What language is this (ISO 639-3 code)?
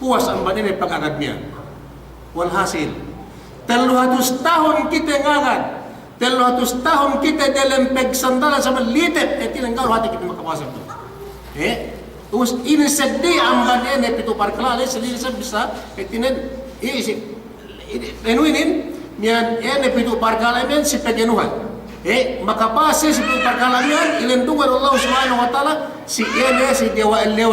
yka